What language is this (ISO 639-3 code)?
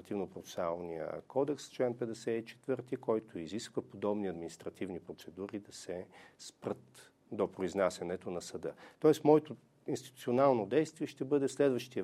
bul